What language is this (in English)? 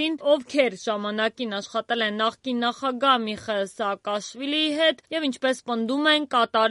Armenian